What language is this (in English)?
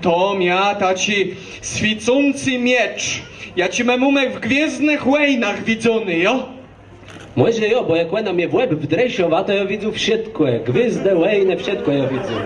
Kashubian